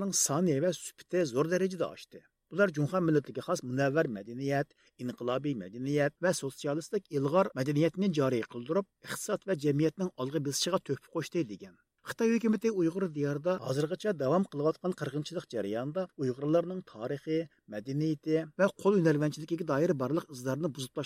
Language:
Uyghur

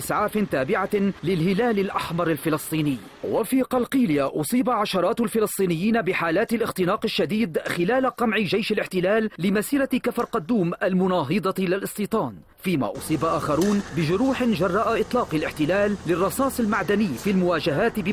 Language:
Arabic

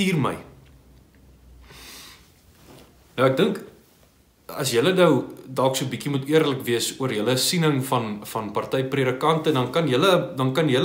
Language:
Afrikaans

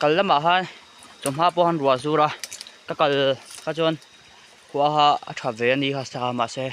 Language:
Mizo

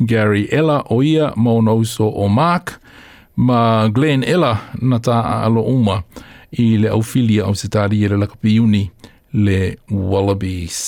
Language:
Samoan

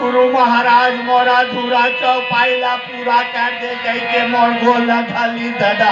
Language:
Chhattisgarhi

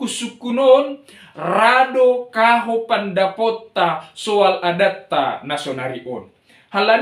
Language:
Batak Simalungun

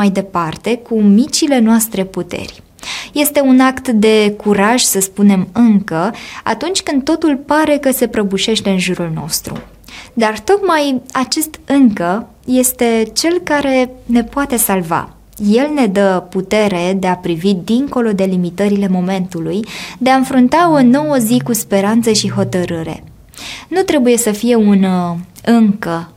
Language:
Romanian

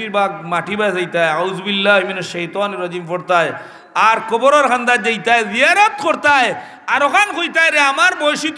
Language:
Sylheti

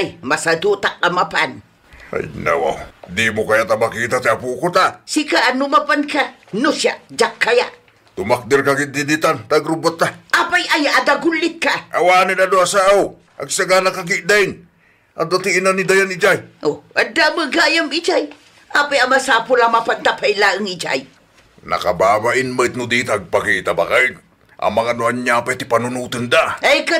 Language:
Iloko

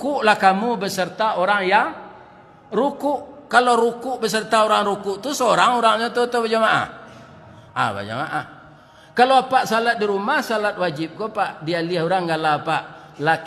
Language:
Minangkabau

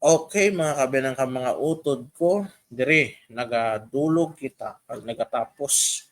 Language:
Hiligaynon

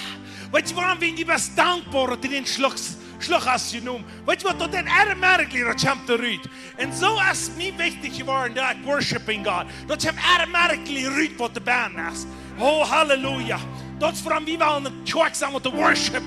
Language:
Plautdietsch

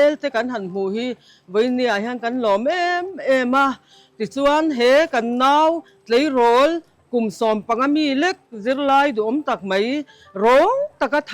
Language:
Mizo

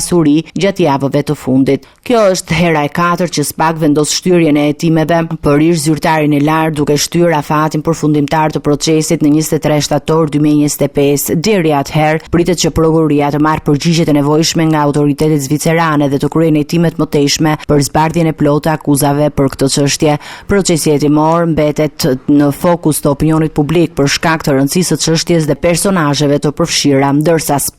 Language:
Albanian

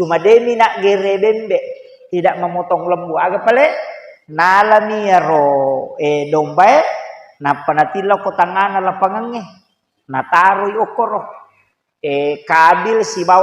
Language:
Buginese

